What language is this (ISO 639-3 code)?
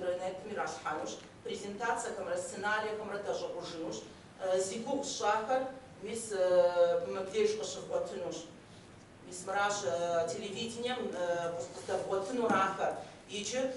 kbd